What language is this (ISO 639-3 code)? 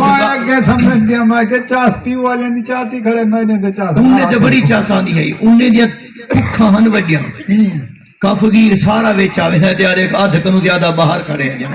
skr